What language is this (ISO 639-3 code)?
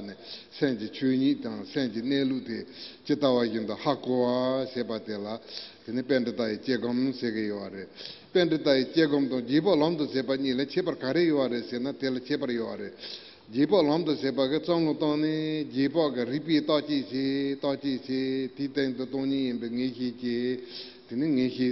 bod